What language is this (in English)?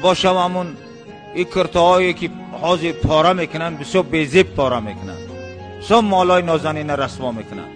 Tajik